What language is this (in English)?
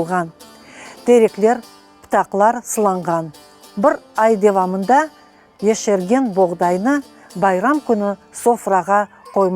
Crimean Tatar